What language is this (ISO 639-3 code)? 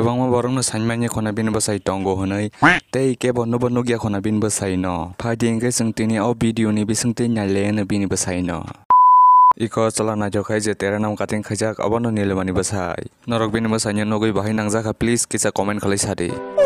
trp